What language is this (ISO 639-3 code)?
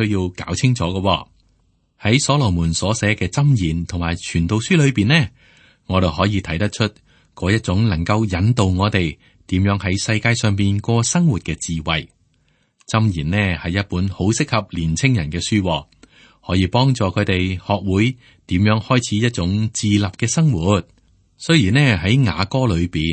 yue